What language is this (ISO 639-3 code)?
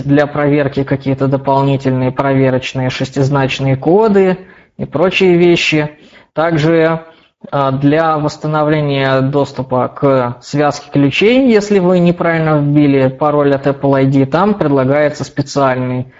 rus